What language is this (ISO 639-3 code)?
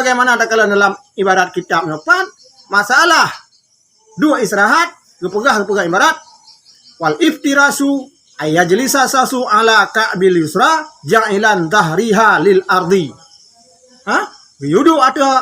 ace